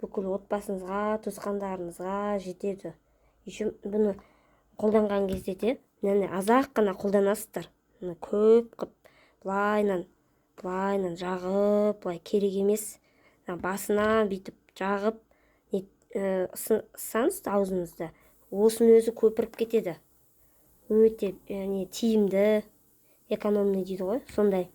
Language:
Kazakh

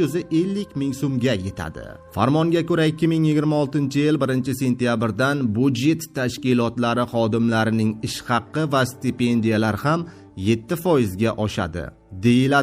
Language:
Uzbek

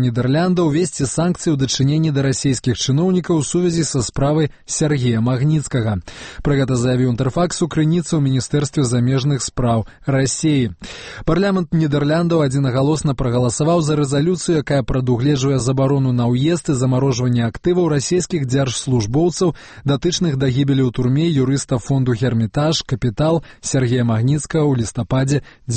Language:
Belarusian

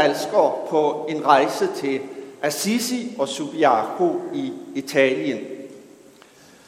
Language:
Danish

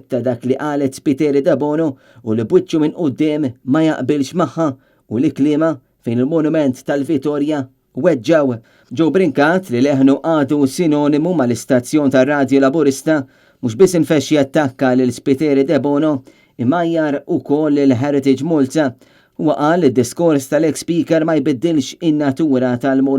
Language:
Maltese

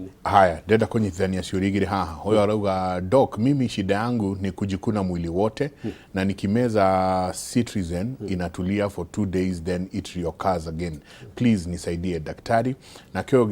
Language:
Kikuyu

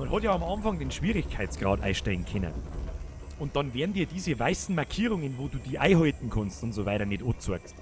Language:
Bavarian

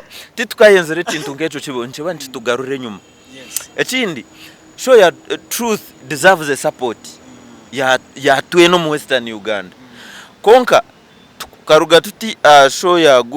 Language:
Nyankole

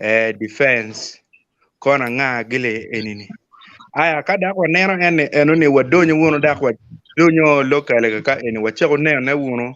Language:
Acoli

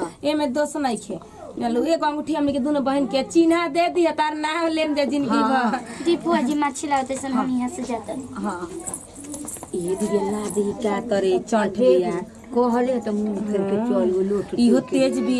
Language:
Bhojpuri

